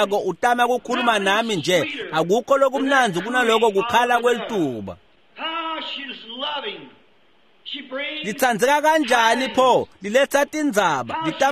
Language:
Swati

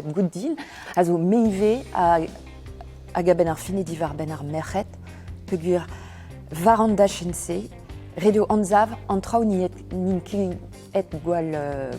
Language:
Breton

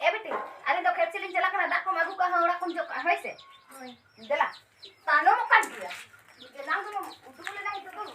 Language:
Santali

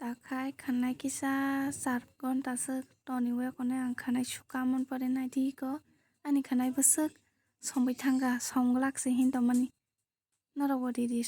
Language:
Kok Borok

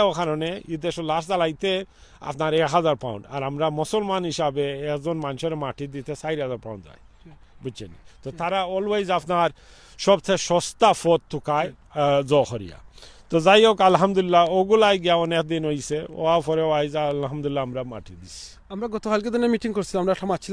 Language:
Sylheti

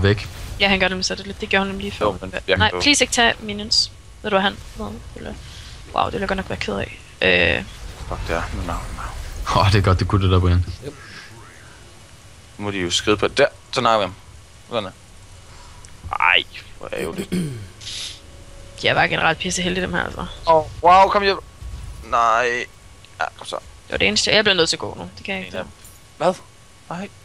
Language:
Danish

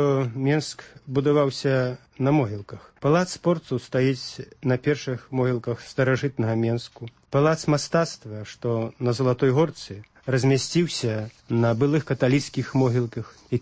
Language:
Belarusian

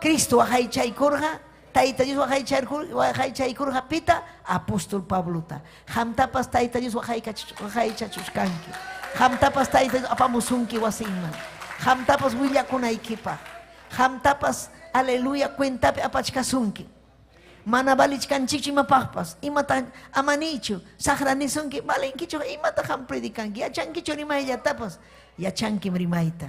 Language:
Ayacucho Quechua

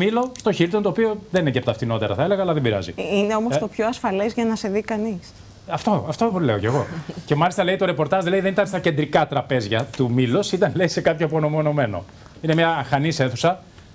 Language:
Greek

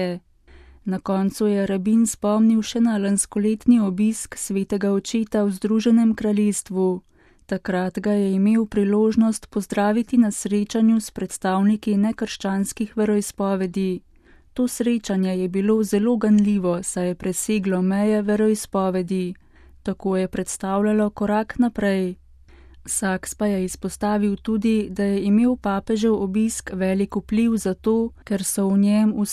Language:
Slovenian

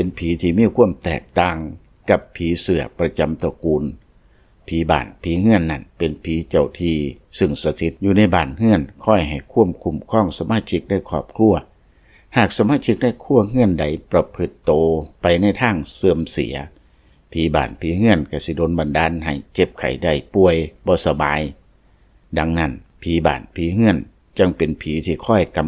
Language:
Lao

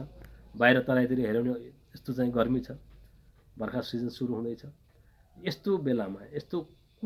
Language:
Nepali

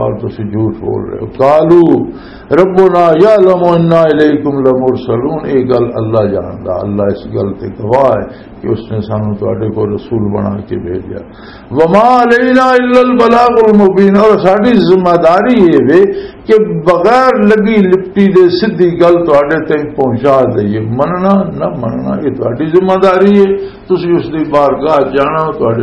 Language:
Western Panjabi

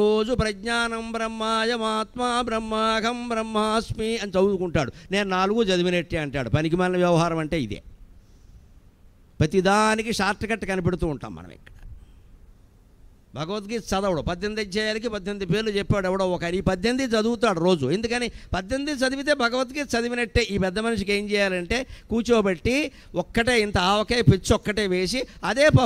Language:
Telugu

